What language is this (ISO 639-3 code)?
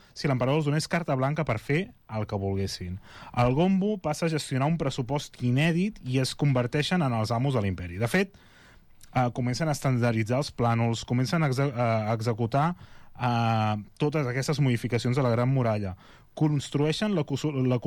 cat